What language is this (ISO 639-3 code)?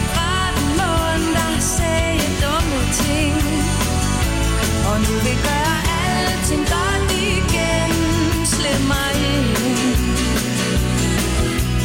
dan